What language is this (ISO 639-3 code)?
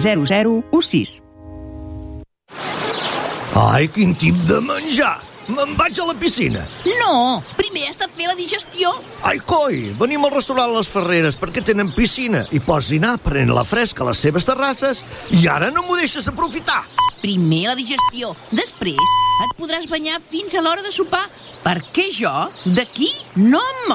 cat